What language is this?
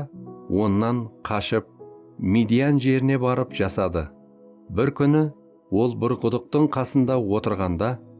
Kara-Kalpak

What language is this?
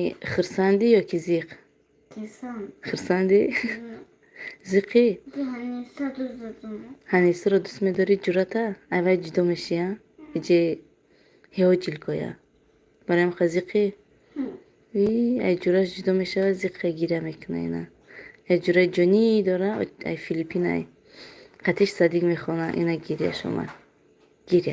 Tajik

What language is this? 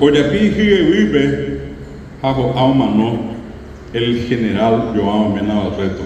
Guarani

